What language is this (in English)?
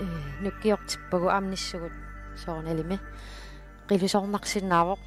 Kalaallisut